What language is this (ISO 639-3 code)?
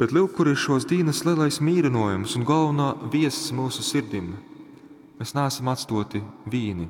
ltg